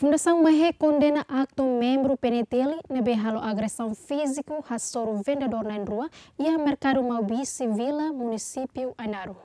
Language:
Tetum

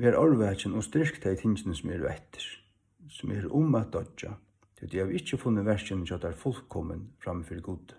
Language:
Faroese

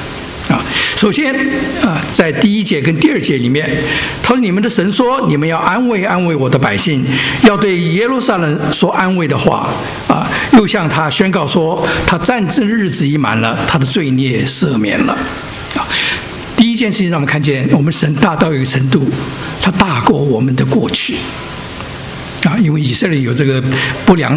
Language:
Chinese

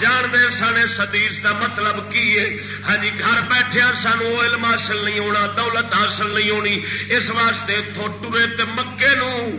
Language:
Saraiki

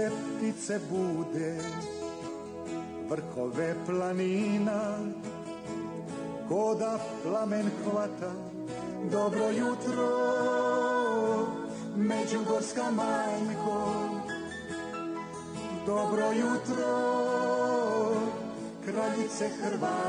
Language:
Croatian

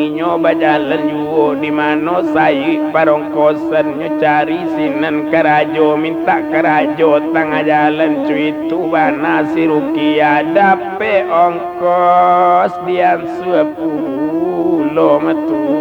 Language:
Minangkabau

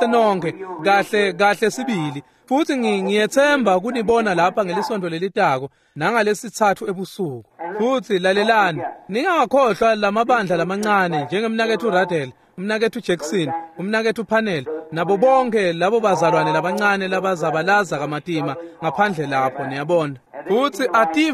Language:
Swati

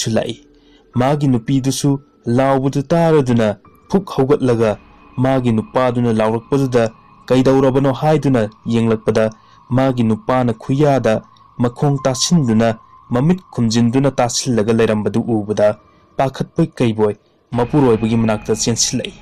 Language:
Manipuri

